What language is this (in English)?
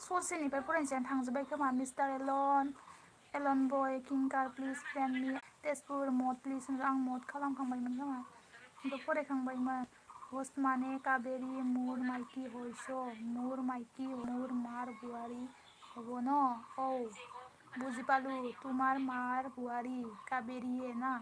Bodo